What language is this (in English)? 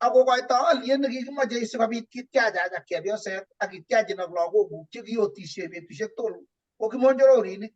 Kalenjin